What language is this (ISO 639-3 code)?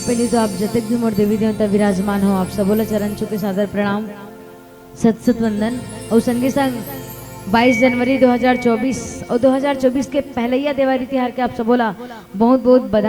hne